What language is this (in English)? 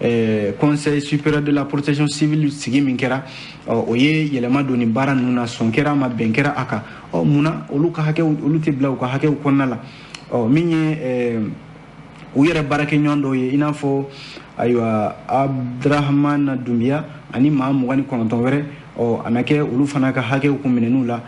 Bambara